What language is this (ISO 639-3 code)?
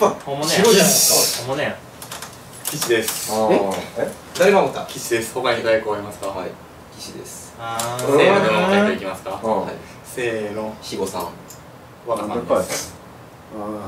jpn